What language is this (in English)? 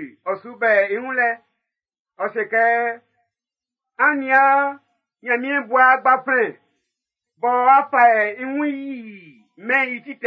Baoulé